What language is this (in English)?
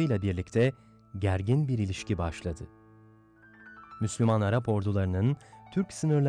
Turkish